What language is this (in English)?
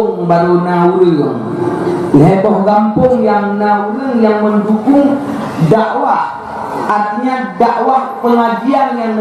Achinese